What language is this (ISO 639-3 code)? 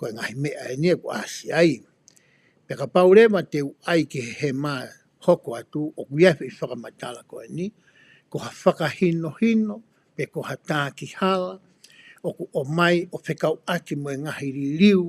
ton